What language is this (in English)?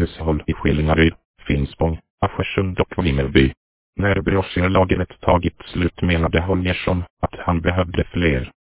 Swedish